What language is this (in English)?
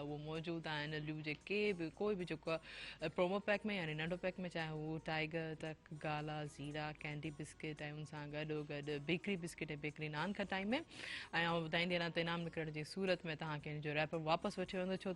Sindhi